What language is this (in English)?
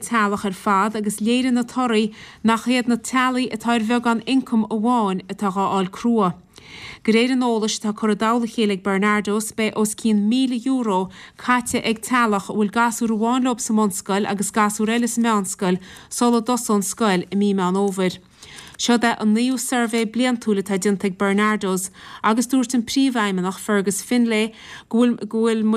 Irish